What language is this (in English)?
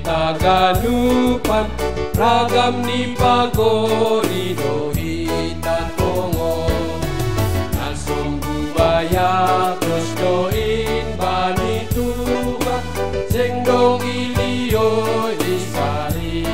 Batak Simalungun